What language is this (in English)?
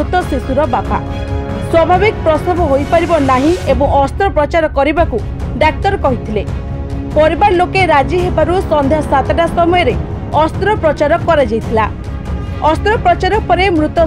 Odia